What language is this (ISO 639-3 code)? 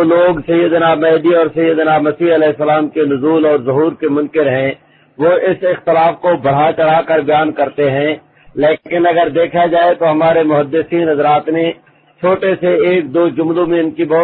urd